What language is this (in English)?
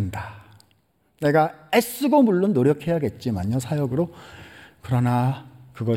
Korean